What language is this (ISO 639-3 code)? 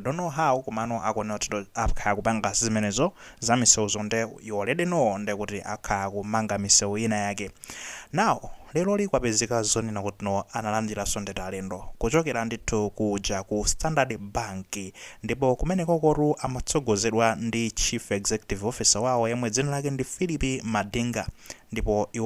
nya